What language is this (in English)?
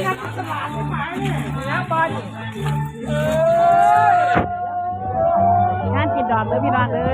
Lao